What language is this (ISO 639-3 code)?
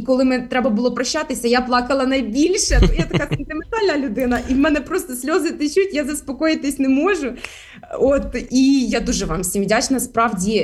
ukr